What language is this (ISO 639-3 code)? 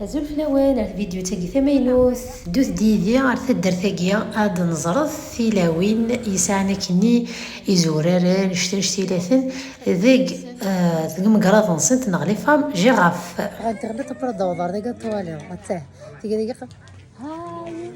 kab